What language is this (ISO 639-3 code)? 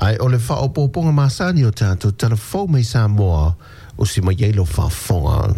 smo